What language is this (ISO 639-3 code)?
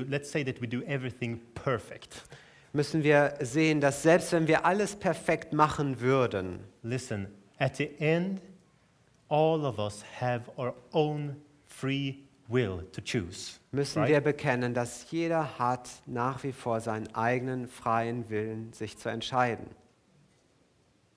deu